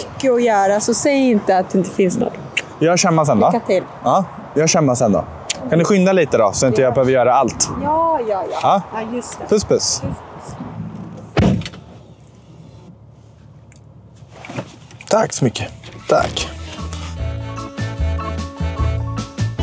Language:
Swedish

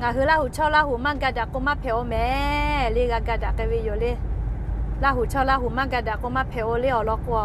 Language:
Lahu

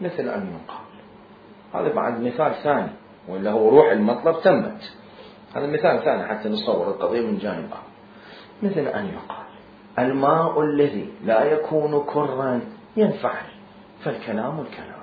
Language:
Mesopotamian Arabic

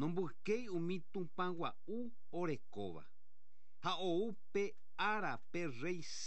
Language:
Guarani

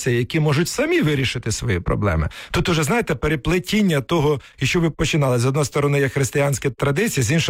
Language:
Ukrainian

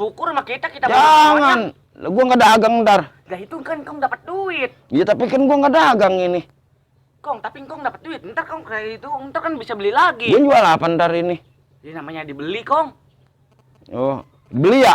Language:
Betawi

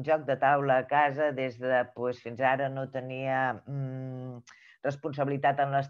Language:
Catalan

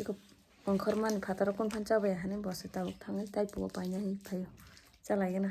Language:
Kok Borok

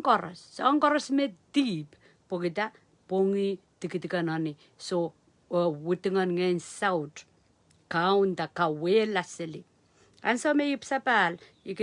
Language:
Pohnpeian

